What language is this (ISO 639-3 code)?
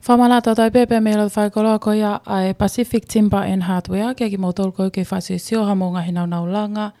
ton